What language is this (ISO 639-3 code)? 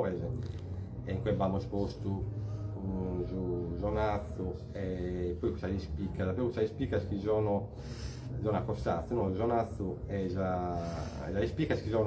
srd